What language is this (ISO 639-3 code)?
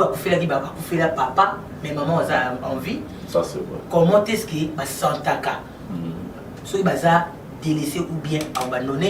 lin